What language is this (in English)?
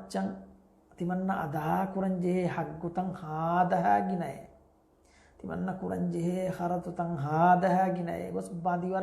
Divehi